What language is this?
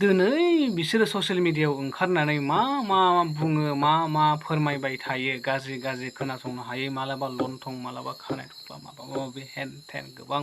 Bodo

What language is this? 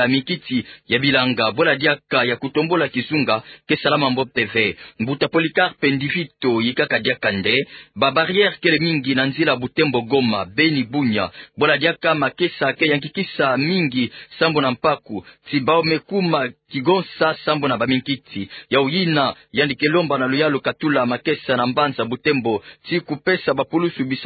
Kituba (Democratic Republic of Congo)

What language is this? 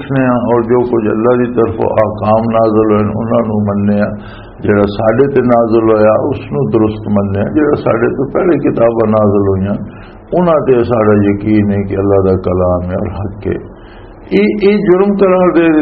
Western Panjabi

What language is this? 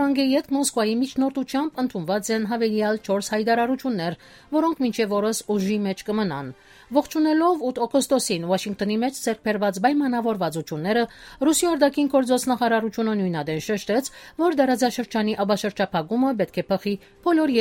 Armenian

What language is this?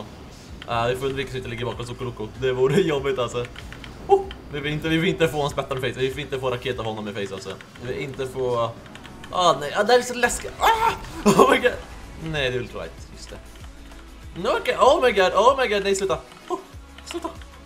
Swedish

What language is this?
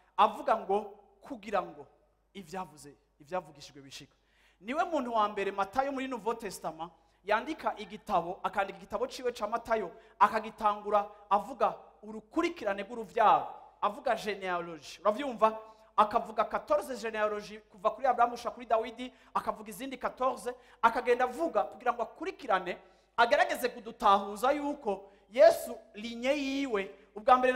Rundi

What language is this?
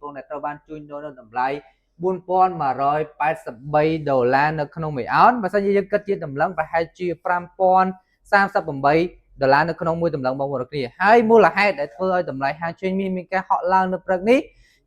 Khmer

